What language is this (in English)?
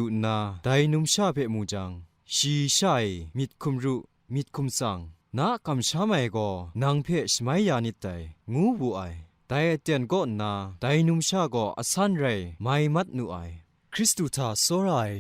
Kachin